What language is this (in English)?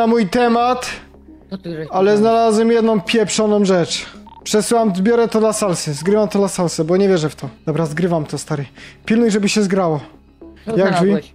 Polish